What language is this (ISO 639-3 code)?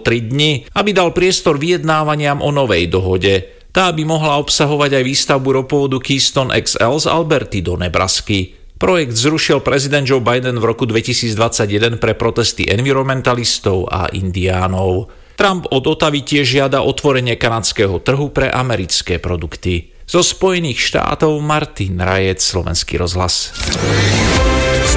slk